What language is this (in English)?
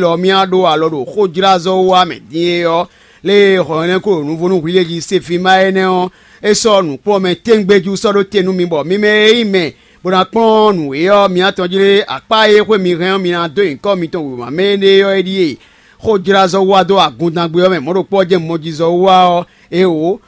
Fon